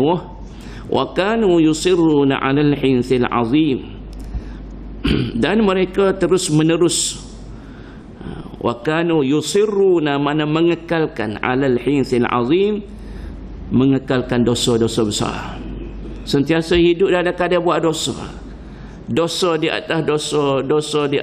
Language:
Malay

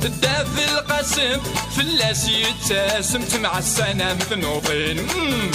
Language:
Kabyle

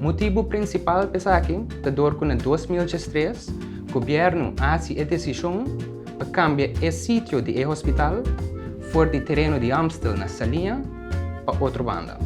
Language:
Papiamento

